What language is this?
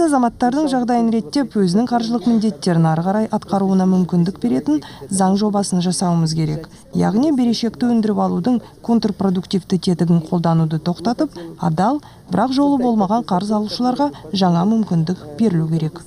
Kazakh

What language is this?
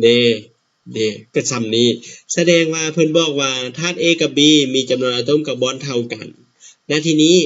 Lao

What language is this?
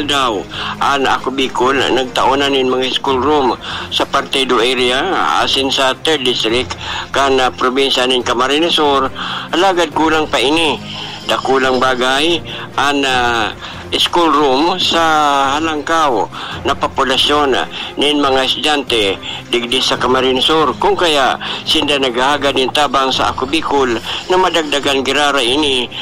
Bikol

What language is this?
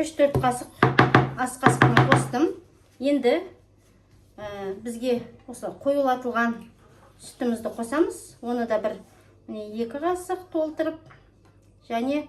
Kazakh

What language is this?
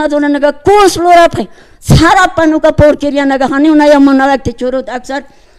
Aymara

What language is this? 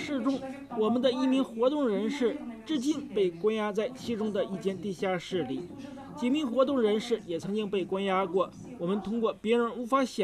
Chinese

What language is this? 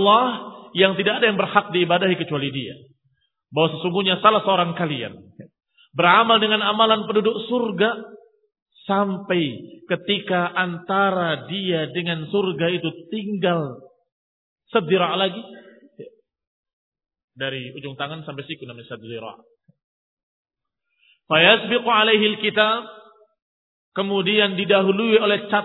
Indonesian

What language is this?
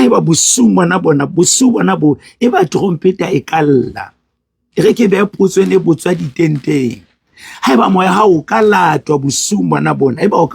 Southern Sotho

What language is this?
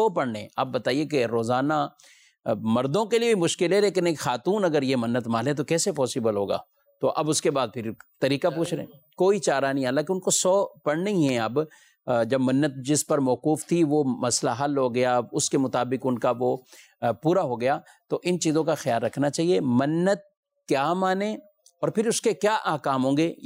Urdu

